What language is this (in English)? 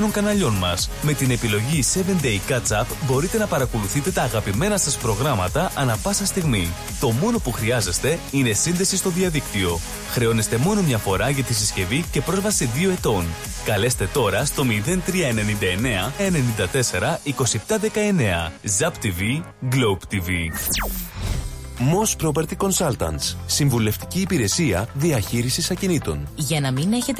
Greek